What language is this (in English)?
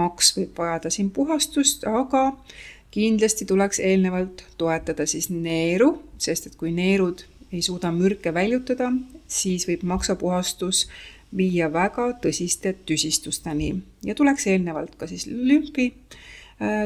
Estonian